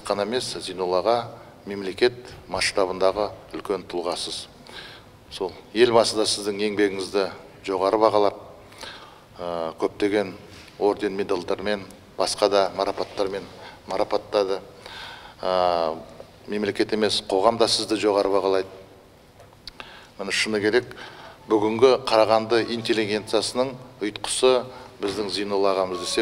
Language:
Kazakh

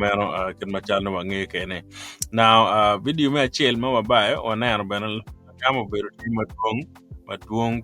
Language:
Acoli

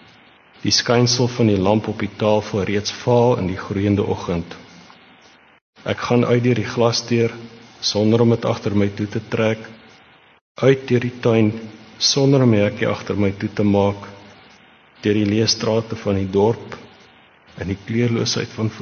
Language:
Afrikaans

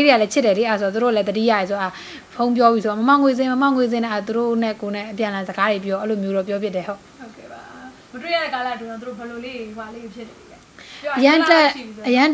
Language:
Burmese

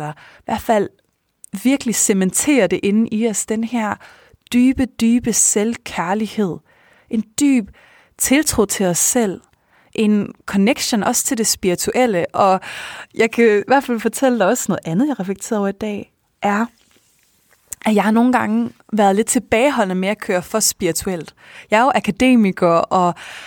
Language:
Danish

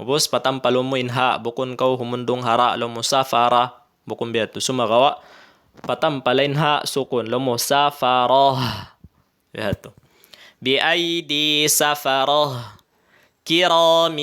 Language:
Tausug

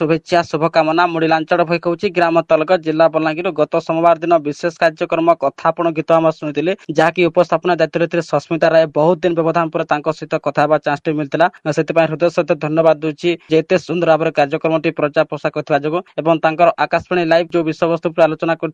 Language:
Odia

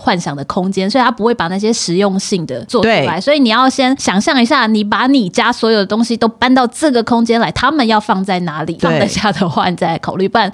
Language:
Chinese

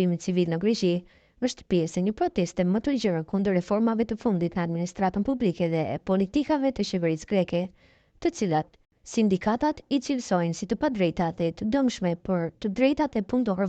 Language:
Albanian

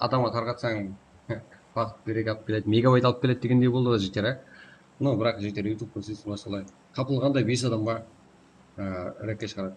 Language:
Kara-Kalpak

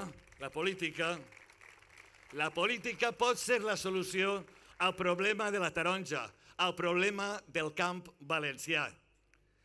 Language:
Catalan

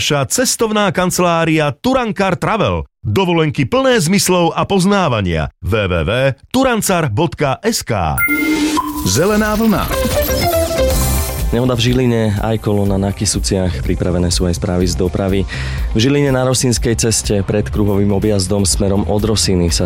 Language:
Slovak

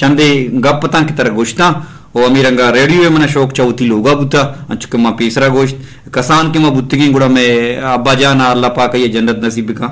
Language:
Eastern Balochi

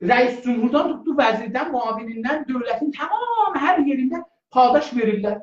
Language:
South Azerbaijani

